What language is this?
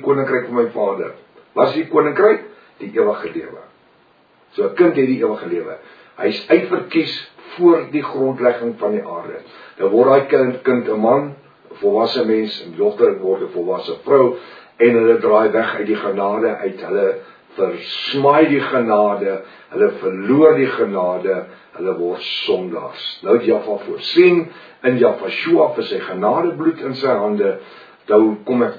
Afrikaans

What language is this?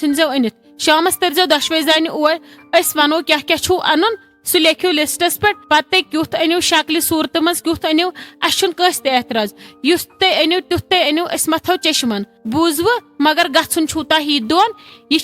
Kashmiri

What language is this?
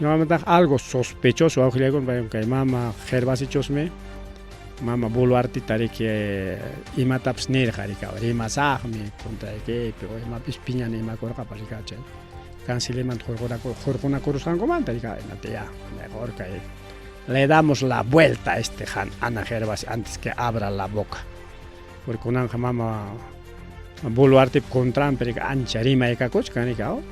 Ayacucho Quechua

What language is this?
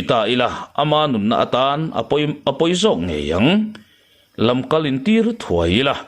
Mizo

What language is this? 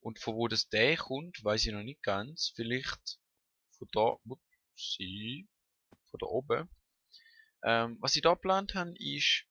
Swiss German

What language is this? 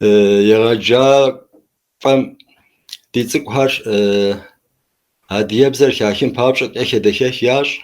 Kabardian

